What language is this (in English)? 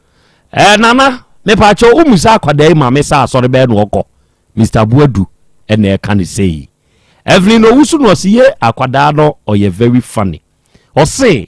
Akan